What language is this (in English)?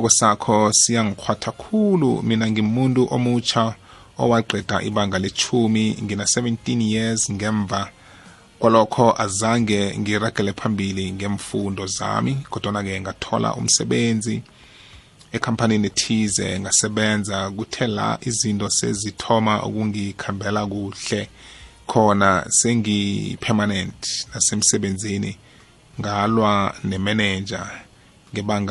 South Ndebele